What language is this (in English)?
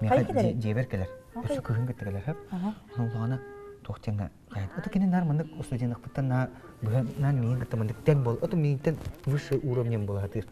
Yakut